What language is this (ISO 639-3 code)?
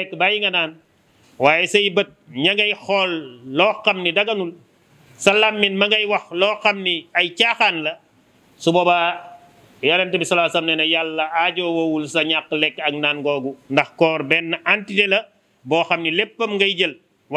wol